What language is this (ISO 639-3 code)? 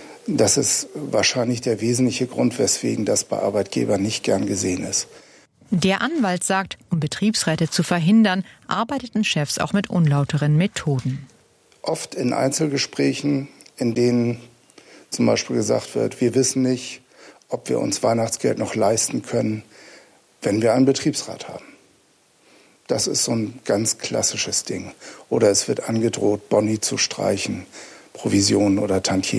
deu